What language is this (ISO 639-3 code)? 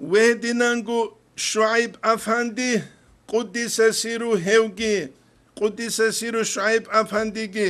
ava